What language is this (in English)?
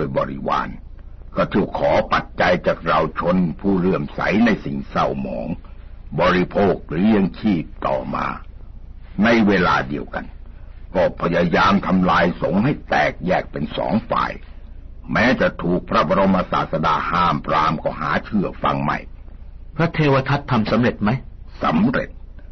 Thai